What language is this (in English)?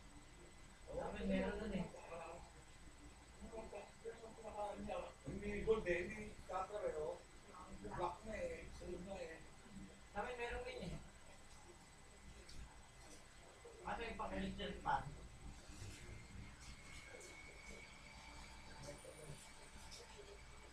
Filipino